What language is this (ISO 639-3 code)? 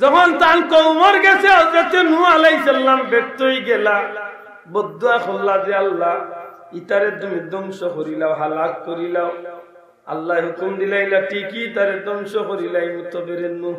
syl